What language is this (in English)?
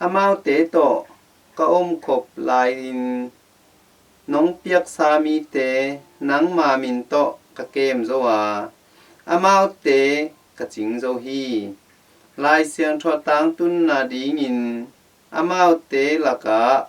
Tedim Chin